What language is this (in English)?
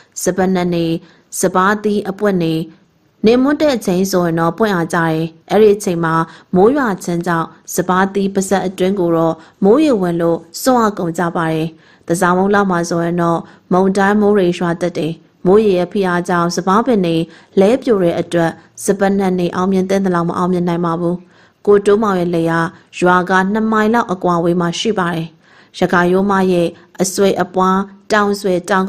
Burmese